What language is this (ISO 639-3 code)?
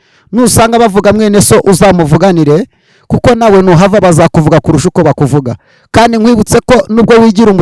kin